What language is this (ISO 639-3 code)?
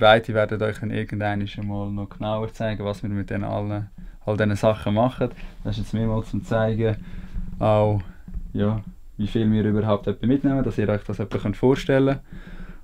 gsw